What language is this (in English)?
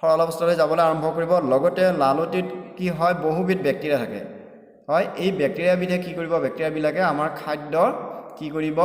Assamese